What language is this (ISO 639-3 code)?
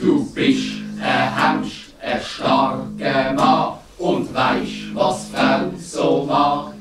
gsw